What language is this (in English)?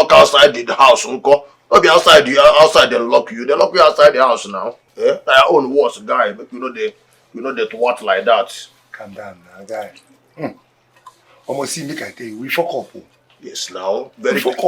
Nigerian Pidgin